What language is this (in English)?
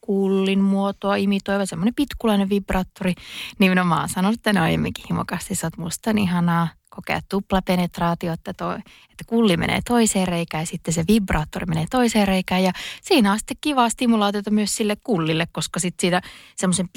Finnish